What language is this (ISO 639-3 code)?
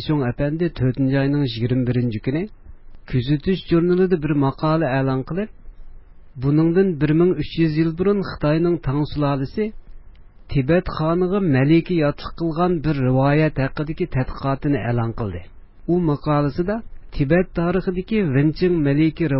uig